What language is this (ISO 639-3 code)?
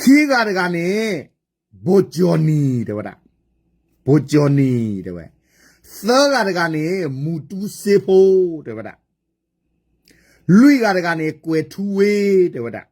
ksw